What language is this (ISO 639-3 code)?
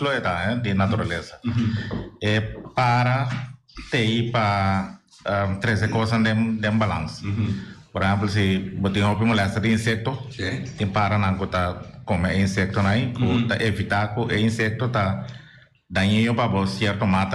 pap